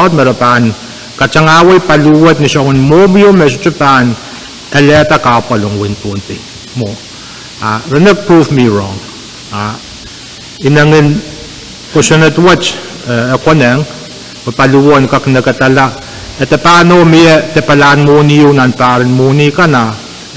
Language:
Pohnpeian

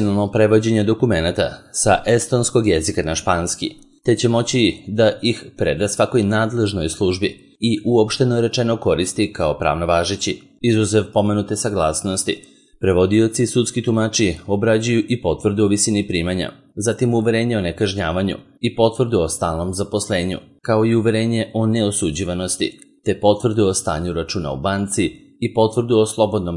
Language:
Serbian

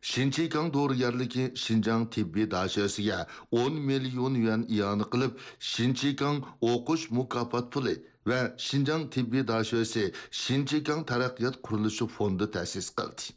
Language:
Uyghur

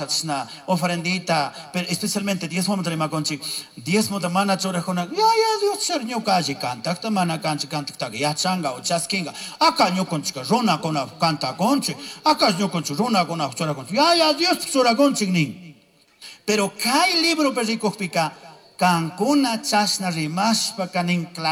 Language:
Chimborazo Highland Quichua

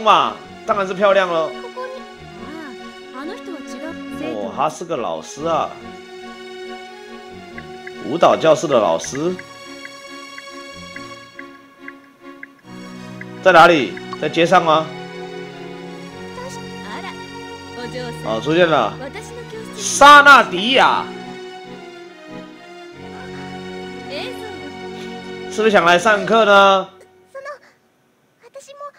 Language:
Chinese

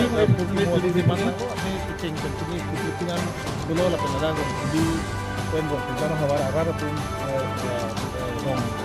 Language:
Karbi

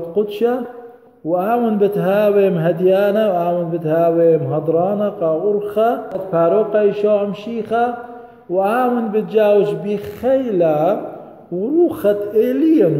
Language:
Assyrian Neo-Aramaic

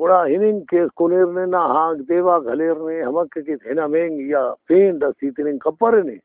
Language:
Brahui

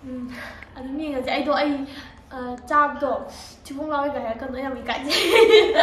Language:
Manipuri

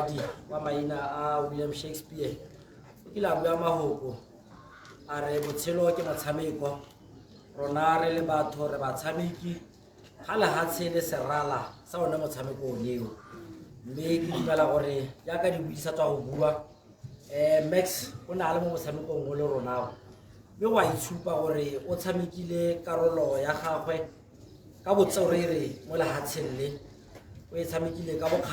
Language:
Tswana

